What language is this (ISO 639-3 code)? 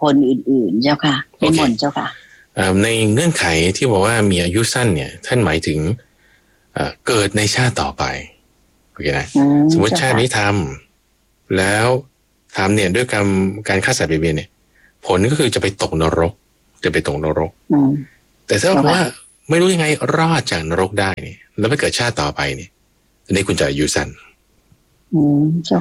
tha